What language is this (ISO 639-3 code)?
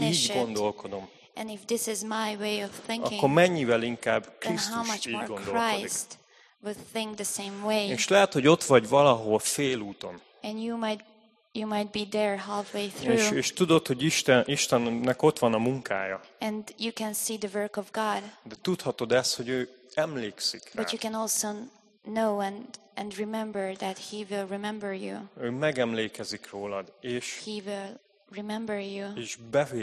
hun